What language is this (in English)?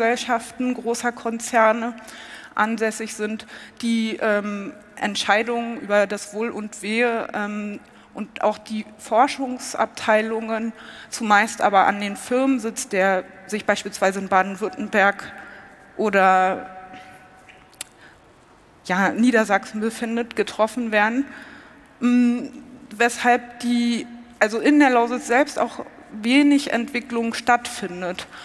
German